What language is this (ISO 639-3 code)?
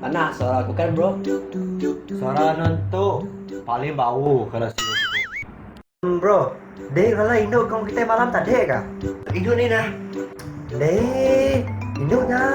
iba